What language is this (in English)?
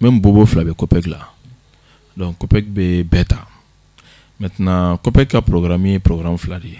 Bambara